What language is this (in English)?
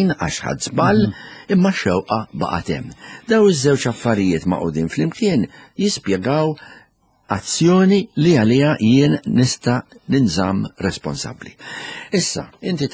Maltese